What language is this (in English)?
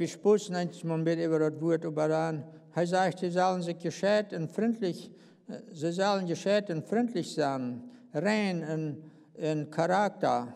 Plautdietsch